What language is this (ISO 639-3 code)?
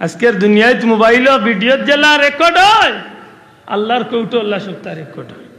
syl